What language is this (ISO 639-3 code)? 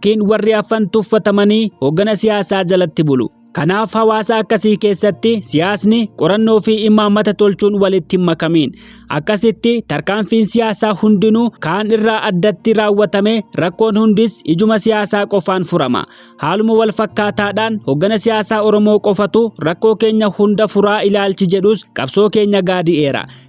orm